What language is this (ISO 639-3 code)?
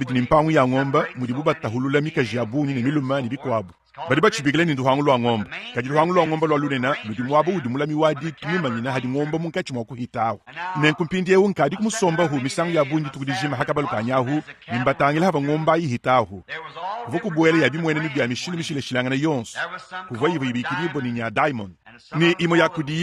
lua